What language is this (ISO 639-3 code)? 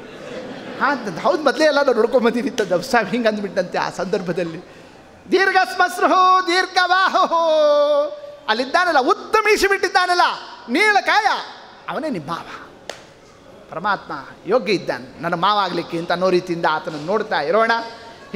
kan